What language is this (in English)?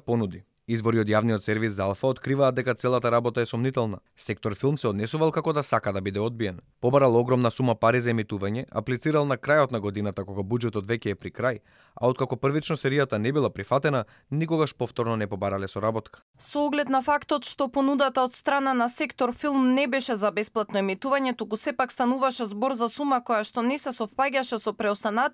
Macedonian